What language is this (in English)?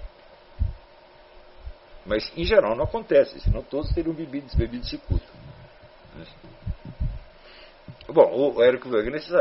Portuguese